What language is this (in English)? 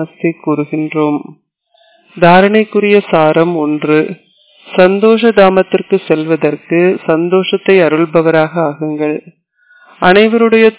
Tamil